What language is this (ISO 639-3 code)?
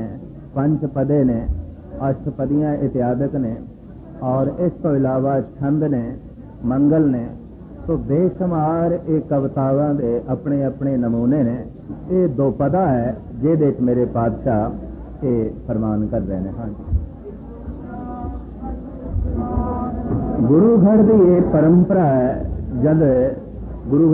pan